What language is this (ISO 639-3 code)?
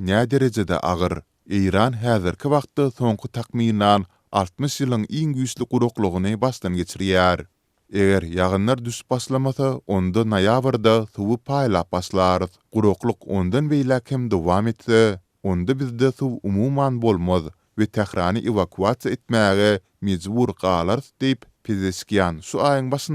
tuk